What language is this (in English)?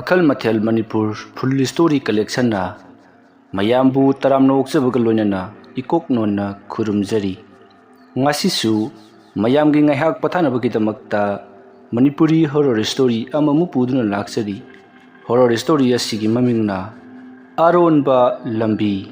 Manipuri